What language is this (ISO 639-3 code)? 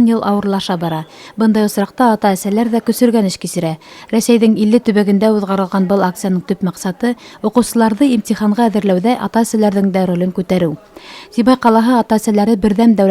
bak